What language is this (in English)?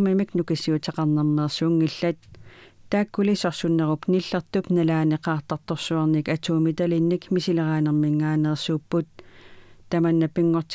Kalaallisut